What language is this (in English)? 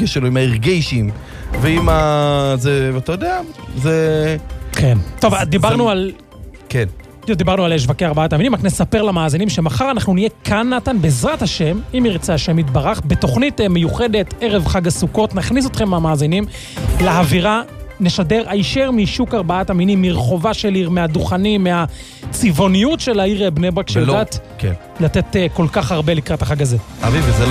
Hebrew